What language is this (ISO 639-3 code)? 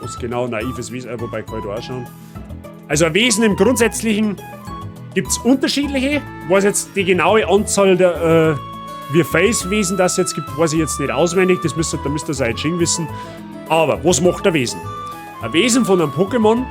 bar